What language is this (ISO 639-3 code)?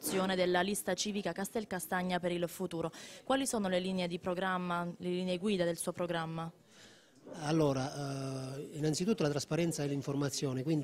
ita